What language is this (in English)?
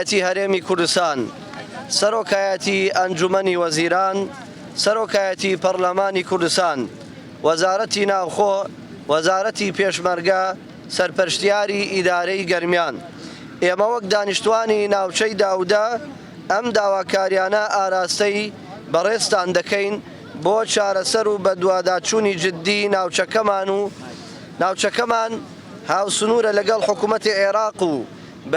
Central Kurdish